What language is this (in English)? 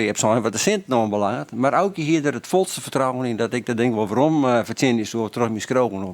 Western Frisian